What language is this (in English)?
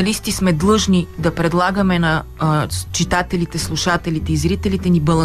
Bulgarian